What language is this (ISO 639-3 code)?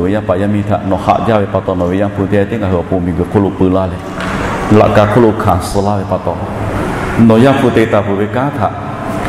lhu